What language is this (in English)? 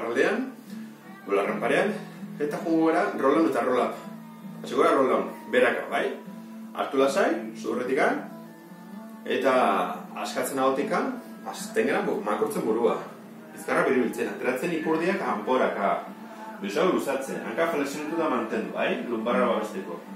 Basque